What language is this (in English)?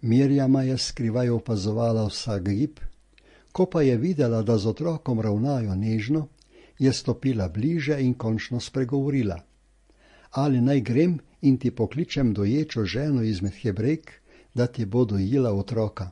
Slovenian